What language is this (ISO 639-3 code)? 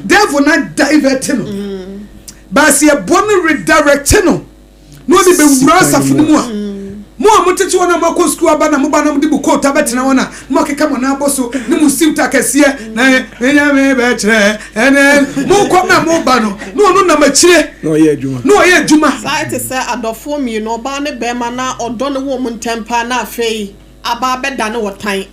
aka